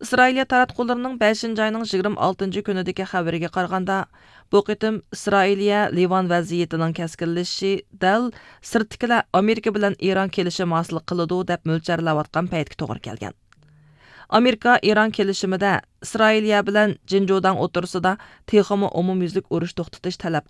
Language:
Uyghur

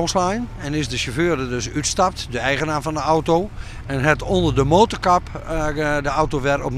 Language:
Western Frisian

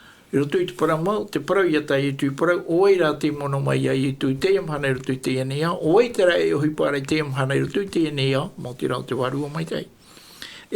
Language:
Tahitian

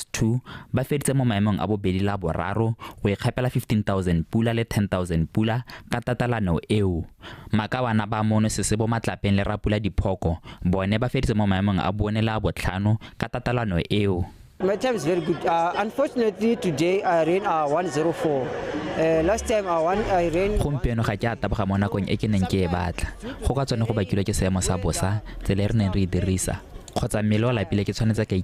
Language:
Tswana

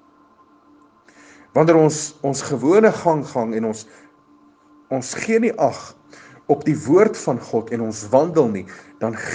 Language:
Afrikaans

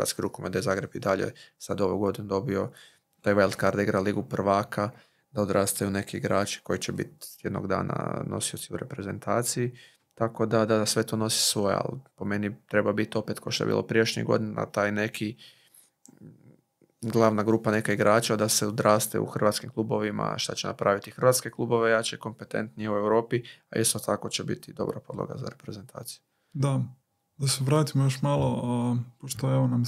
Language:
Croatian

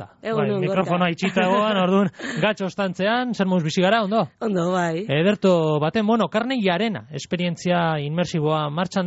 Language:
Basque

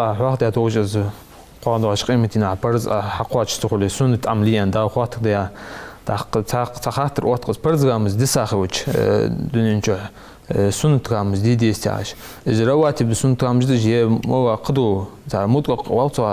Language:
Ingush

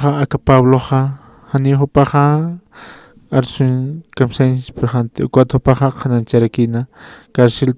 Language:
Aymara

